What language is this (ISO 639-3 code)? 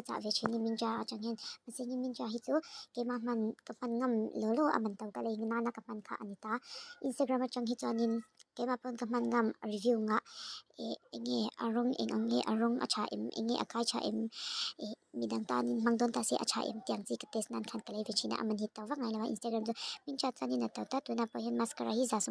lus